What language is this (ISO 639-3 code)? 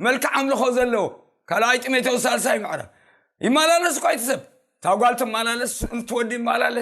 tir